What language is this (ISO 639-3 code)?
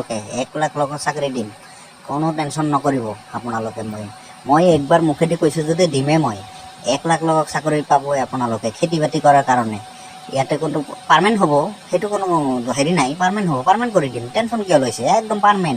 asm